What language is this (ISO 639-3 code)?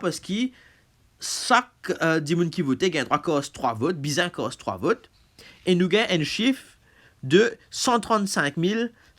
mfe